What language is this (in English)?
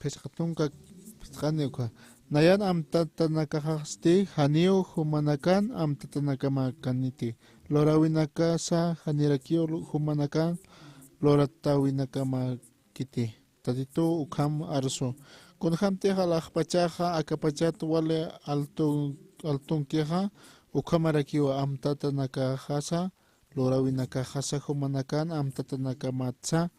Aymara